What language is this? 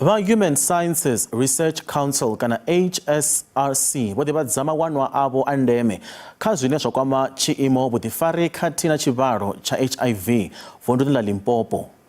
Venda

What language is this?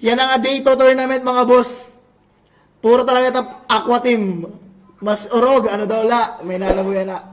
Waray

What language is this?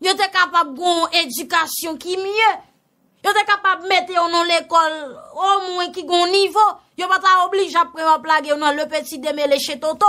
Haitian Creole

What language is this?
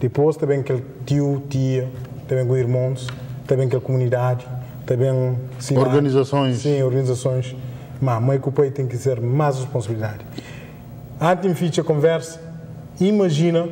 Kabuverdianu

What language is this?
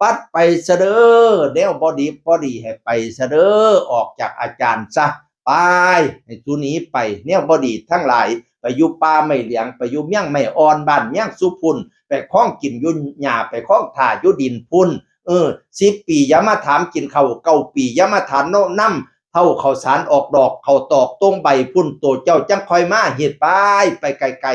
Northeastern Thai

